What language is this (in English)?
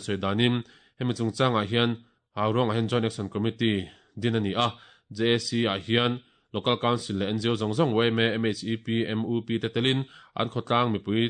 Mizo